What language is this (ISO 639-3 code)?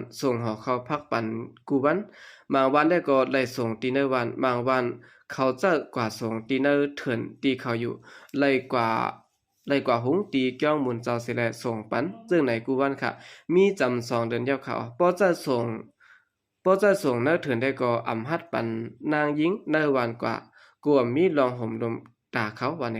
shn